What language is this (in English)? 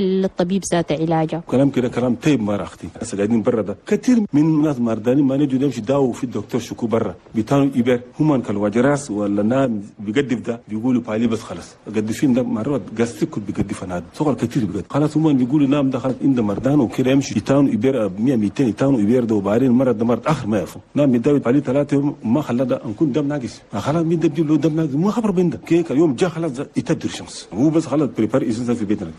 Chadian Arabic